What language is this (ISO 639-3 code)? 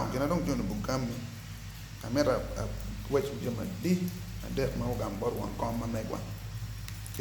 ach